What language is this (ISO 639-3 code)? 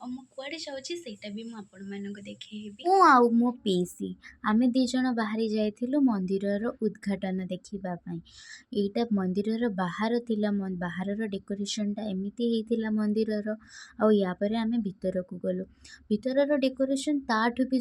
ori